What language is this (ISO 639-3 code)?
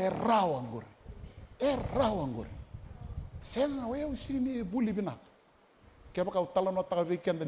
fij